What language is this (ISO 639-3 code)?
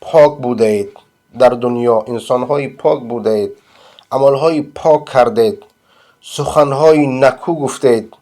fas